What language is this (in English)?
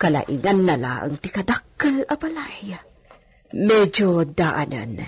Iloko